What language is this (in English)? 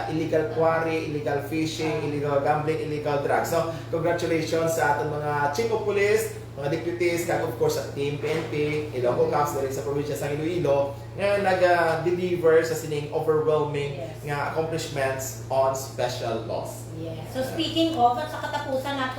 Hiligaynon